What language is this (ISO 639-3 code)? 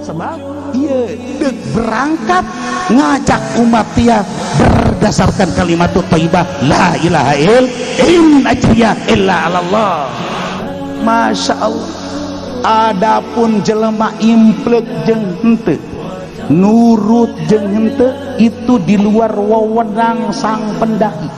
sun